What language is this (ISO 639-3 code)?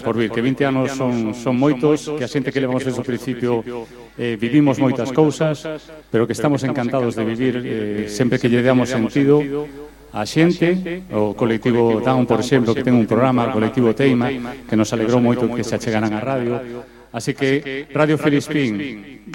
glg